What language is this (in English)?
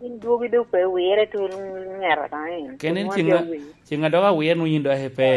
Lango (Uganda)